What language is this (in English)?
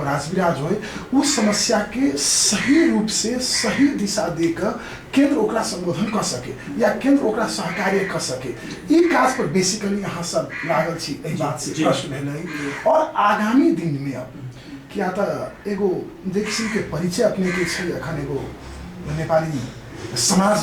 Maithili